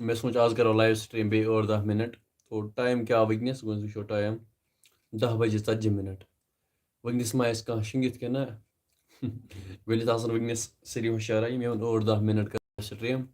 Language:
Kashmiri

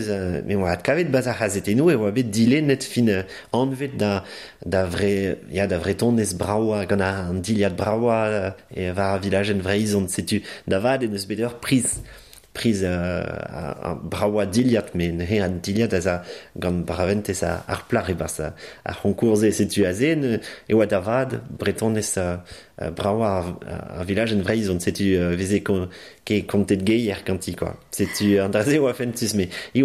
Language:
Breton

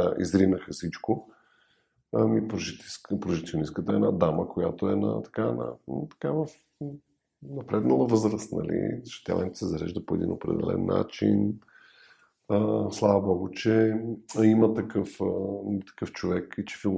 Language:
Bulgarian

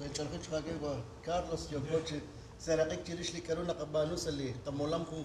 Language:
Kekchí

